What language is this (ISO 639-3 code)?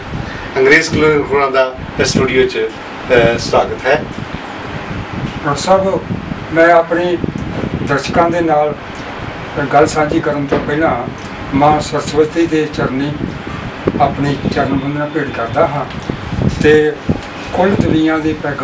pan